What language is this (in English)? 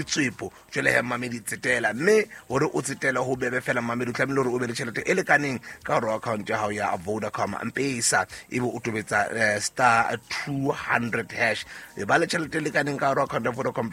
Southern Sotho